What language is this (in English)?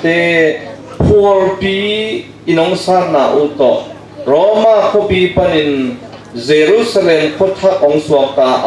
Tedim Chin